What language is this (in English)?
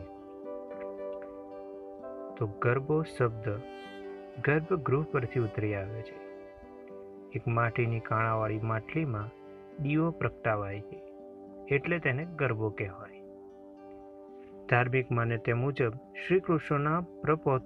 Gujarati